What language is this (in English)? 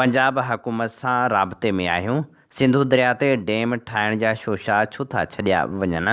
Sindhi